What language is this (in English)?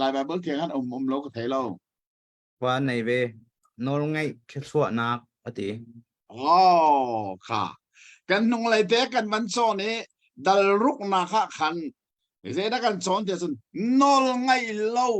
Hakha Chin